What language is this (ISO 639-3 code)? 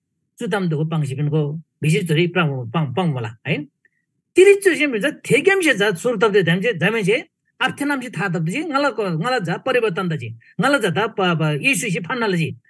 taj